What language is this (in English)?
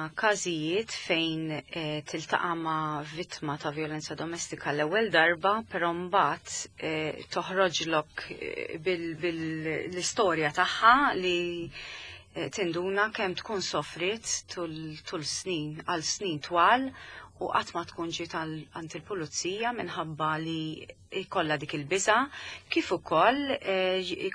Maltese